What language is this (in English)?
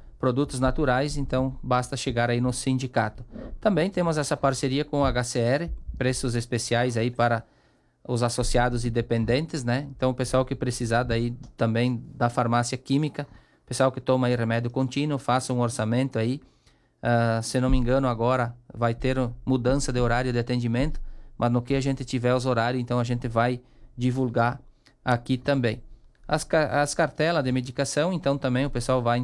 Portuguese